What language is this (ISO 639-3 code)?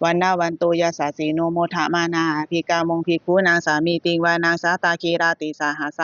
pli